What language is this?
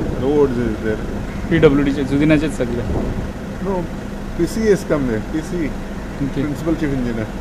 Konkani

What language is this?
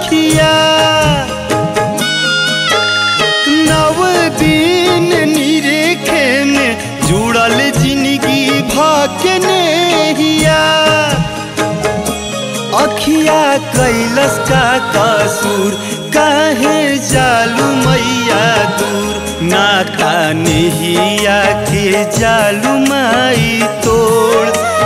Bhojpuri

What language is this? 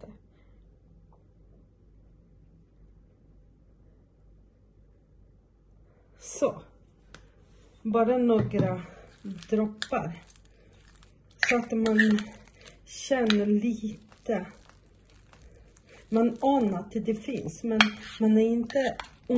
Swedish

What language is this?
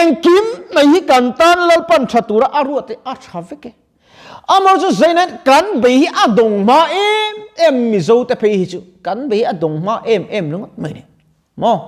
Mizo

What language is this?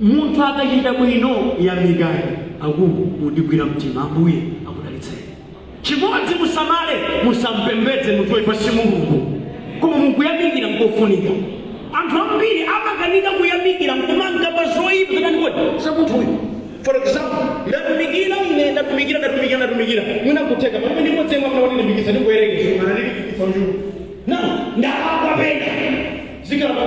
Nyanja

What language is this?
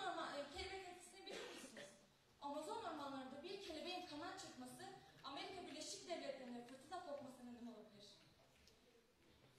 Turkish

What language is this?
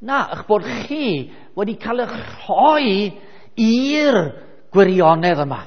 Welsh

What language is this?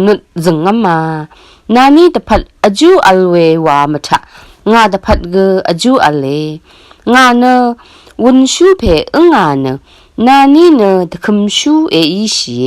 Rawang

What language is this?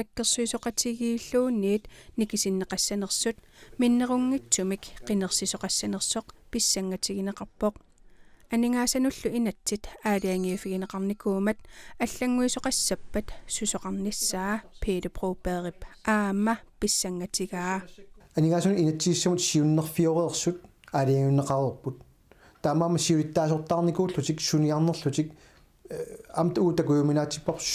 Kalaallisut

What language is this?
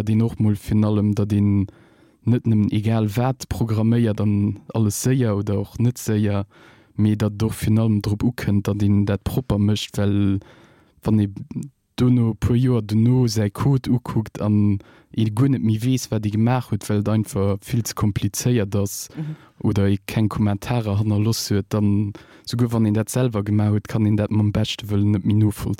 Luxembourgish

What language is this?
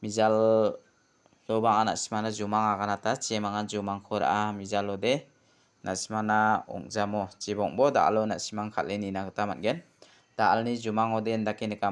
Garo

